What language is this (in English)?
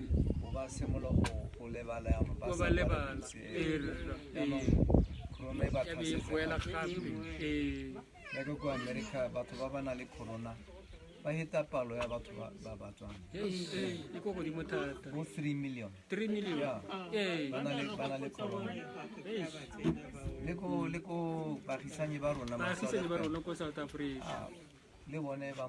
Tswana